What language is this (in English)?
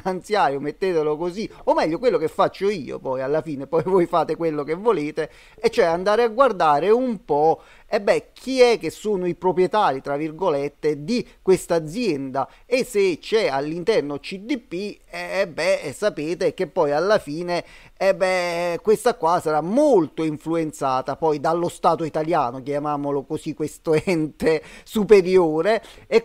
Italian